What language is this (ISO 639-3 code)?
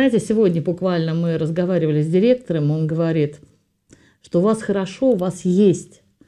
rus